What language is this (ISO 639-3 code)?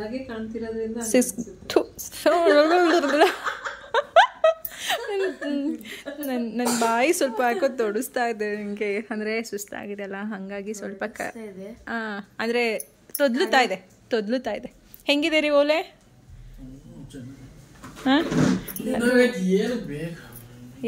kan